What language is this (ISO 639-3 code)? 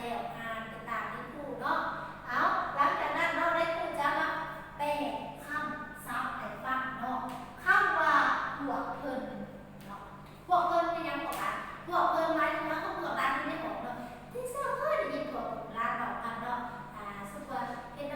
lao